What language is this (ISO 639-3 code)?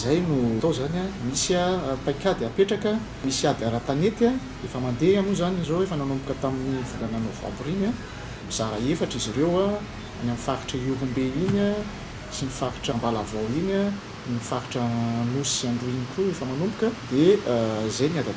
mlg